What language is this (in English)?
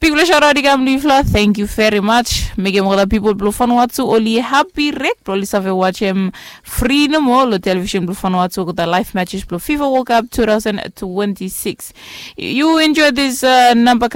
Bislama